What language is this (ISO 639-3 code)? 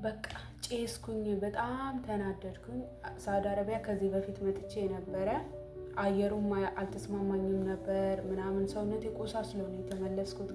amh